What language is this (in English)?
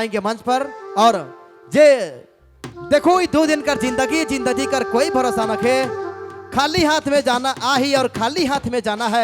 Sadri